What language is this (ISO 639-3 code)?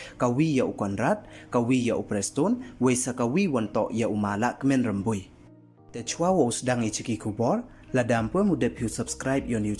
pbv